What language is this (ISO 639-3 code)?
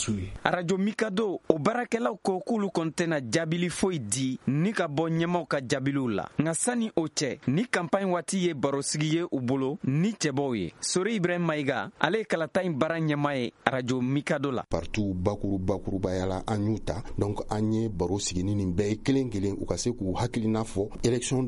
bam